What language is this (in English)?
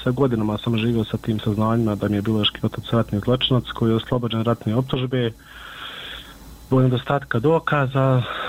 Bosnian